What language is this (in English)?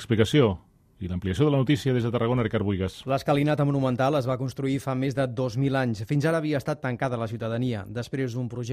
Catalan